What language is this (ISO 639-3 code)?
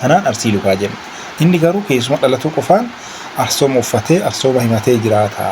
orm